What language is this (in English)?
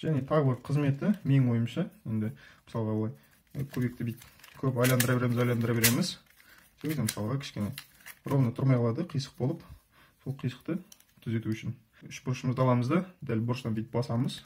Kazakh